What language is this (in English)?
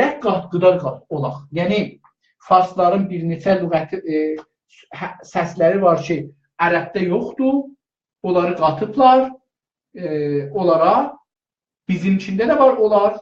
South Azerbaijani